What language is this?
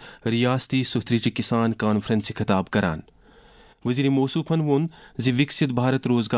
Kashmiri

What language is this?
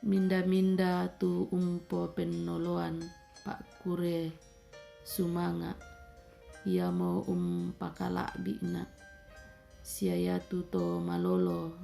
Toraja-Sa'dan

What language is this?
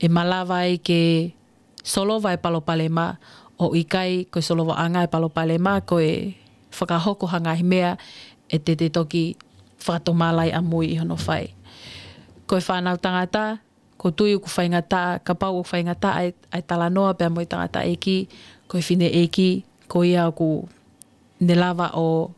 Tongan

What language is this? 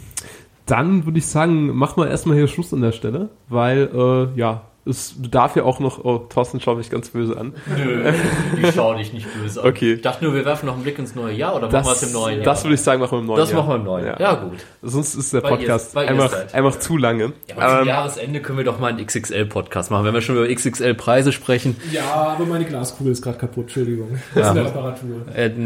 German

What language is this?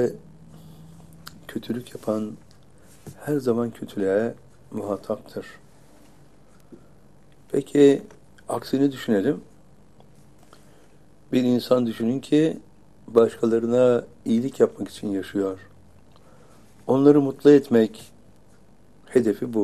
Turkish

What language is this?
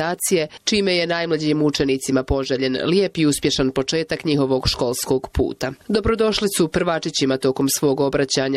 Bosnian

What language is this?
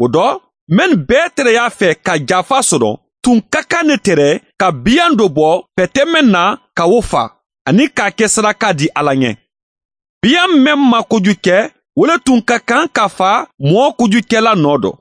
Bambara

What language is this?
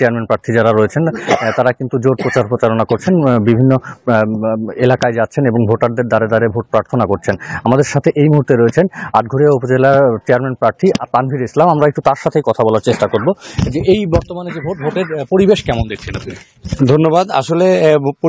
Bangla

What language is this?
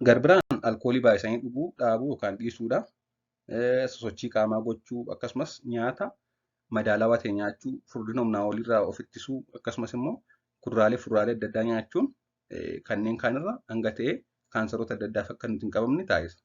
Oromo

